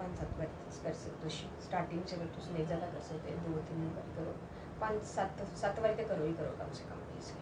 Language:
Dogri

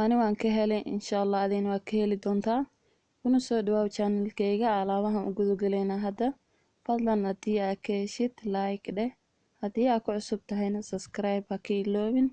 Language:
Somali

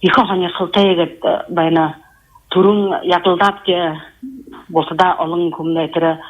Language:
Buriat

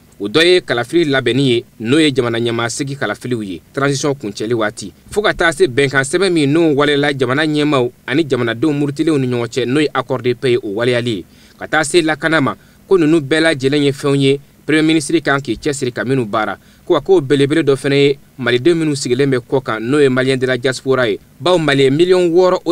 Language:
Bambara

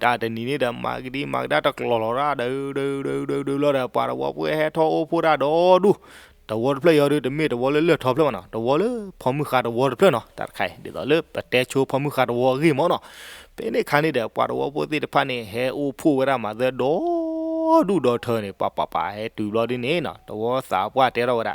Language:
S'gaw Karen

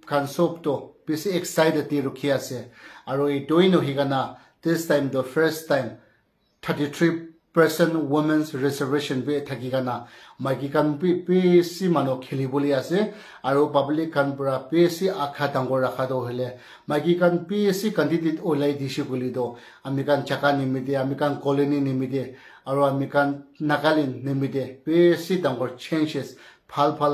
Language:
Naga Pidgin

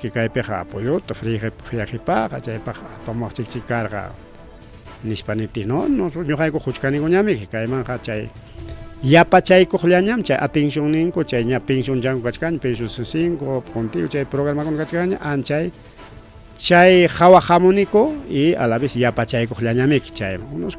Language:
Ayacucho Quechua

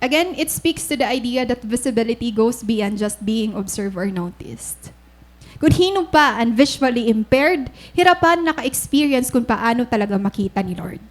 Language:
Waray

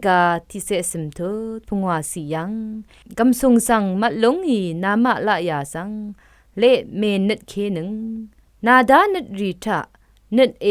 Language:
Rawang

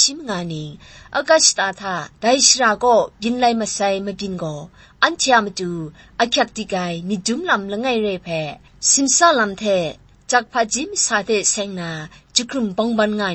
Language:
Kachin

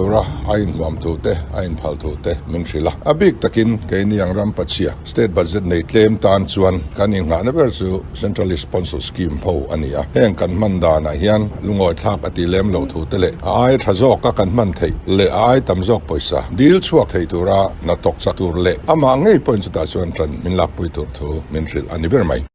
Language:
Mizo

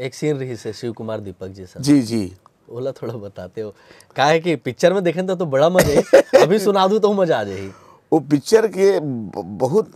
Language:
Chhattisgarhi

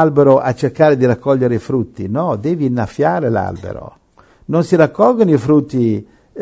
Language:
Italian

